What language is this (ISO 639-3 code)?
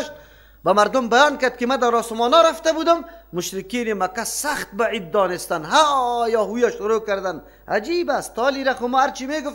fas